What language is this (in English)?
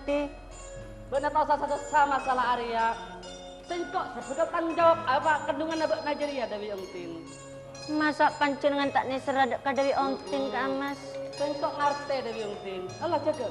Madurese